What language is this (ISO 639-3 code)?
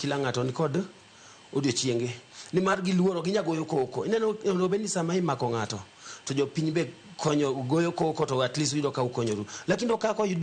luo